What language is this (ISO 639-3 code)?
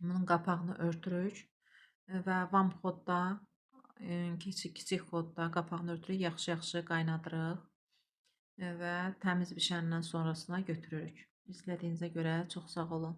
aze